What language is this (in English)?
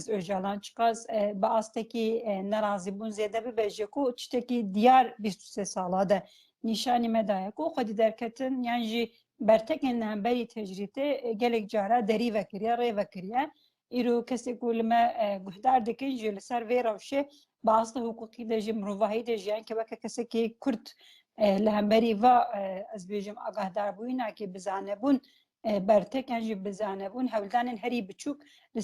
Kurdish